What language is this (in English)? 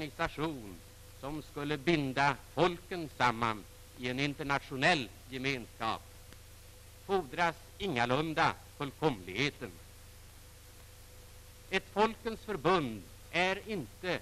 Swedish